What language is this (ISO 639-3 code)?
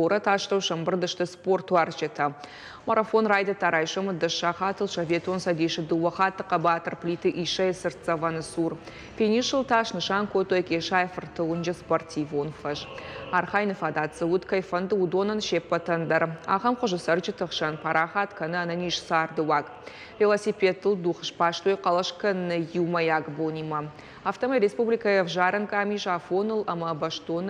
oss